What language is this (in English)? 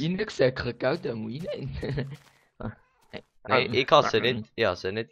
Swiss German